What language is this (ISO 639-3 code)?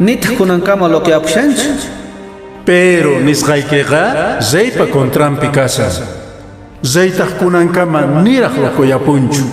que